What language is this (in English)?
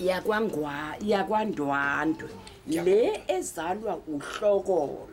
Zulu